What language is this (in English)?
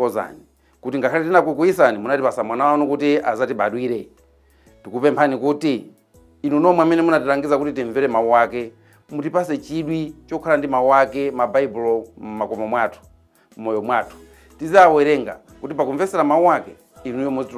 Nyanja